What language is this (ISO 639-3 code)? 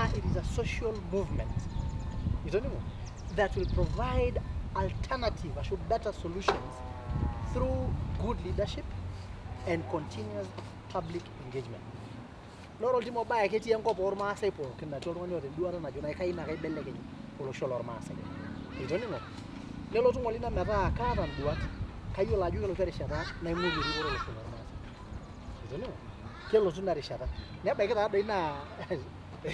mas